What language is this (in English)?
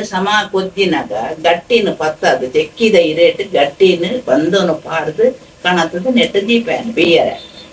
Tulu